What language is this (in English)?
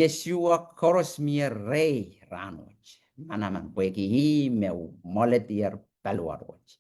Pohnpeian